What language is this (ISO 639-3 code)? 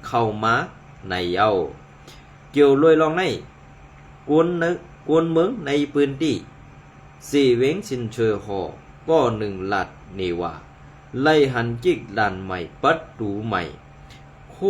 shn